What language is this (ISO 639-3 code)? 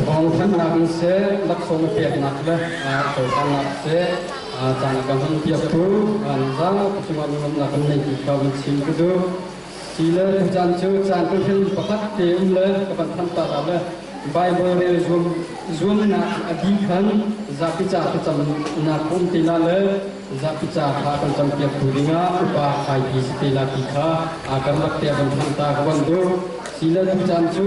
cnh